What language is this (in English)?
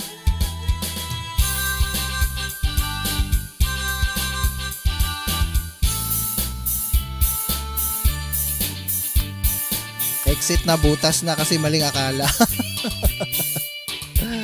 Filipino